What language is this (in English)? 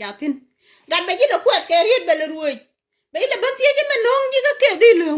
Nuer